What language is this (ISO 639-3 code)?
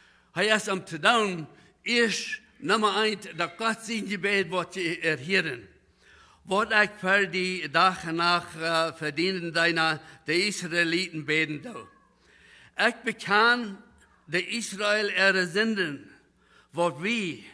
pdt